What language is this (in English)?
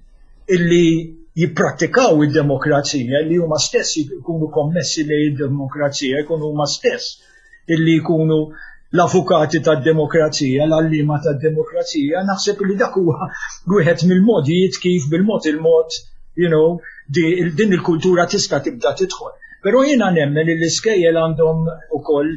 Maltese